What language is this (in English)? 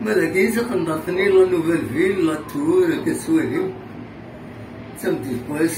Kabyle